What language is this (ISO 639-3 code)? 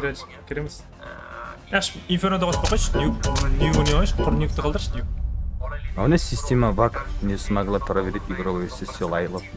kaa